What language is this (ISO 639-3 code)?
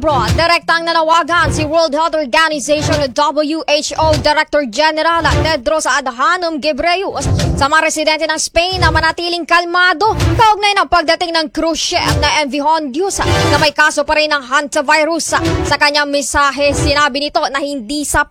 fil